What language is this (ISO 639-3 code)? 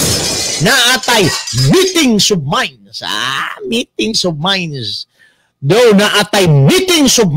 ceb